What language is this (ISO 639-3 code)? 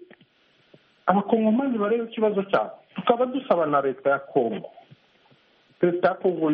kin